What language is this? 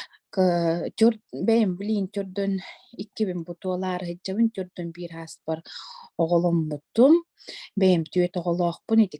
Yakut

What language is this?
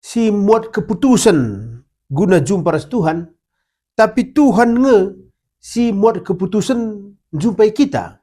Batak Karo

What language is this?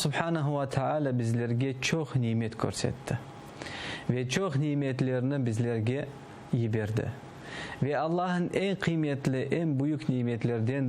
Crimean Tatar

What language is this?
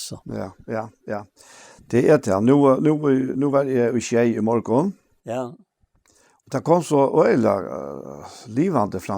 Faroese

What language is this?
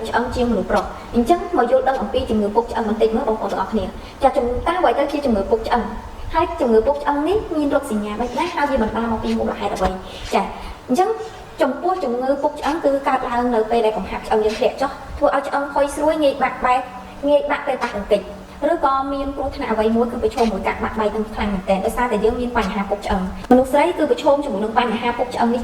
Khmer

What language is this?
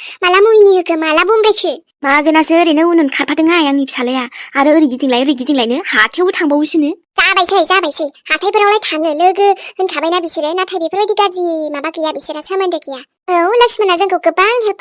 Bodo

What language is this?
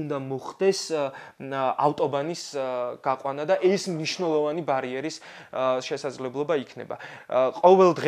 Georgian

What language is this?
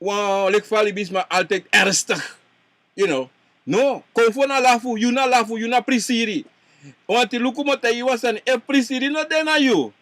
Sranan Tongo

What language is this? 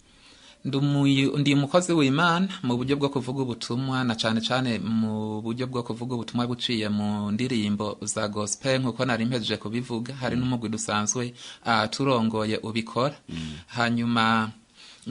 Rundi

